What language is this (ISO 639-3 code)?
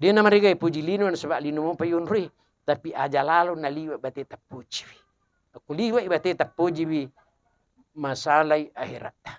bug